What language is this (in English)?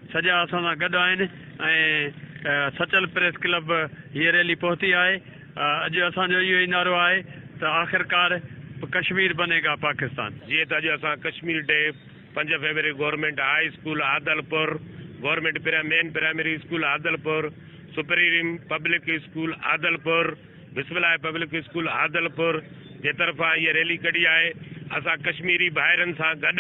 Sindhi